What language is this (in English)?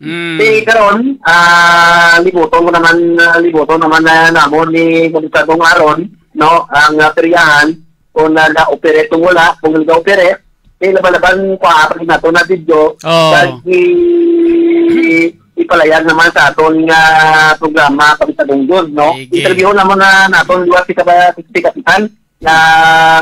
Hiligaynon